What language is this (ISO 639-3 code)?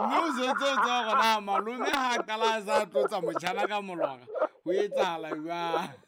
sot